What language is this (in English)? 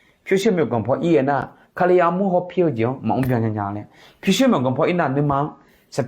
Akha